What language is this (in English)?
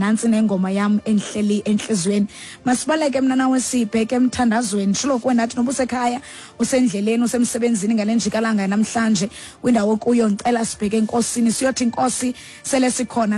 Xhosa